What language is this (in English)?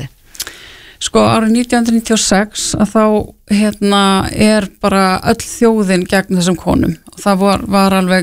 Icelandic